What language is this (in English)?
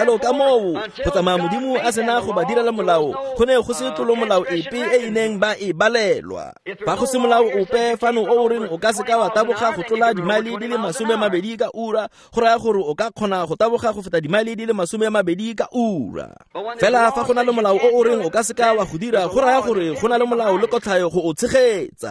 Tswana